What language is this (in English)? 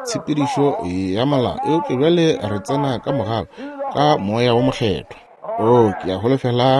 Northern Sotho